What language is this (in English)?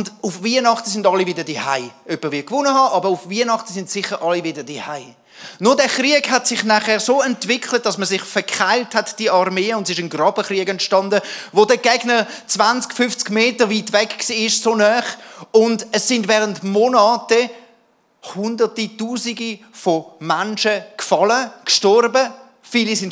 Swiss German